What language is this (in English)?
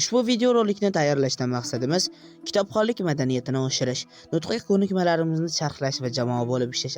Uzbek